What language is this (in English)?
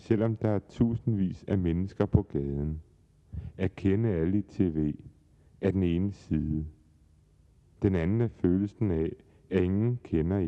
Danish